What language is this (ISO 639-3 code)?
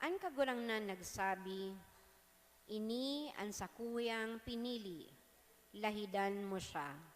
bik